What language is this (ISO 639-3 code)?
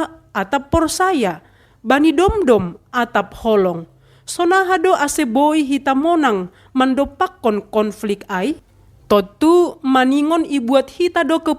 bts